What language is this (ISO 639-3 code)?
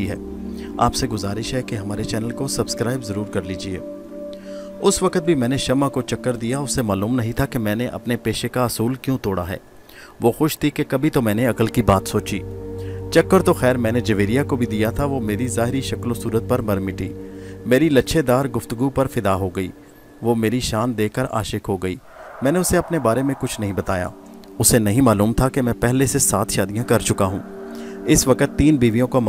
urd